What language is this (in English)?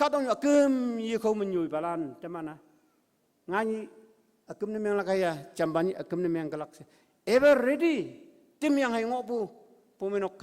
Konyak Naga